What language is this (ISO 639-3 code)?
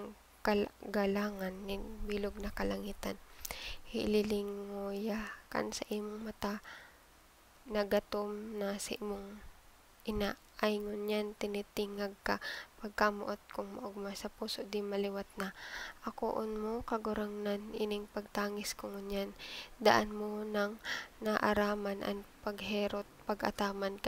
bik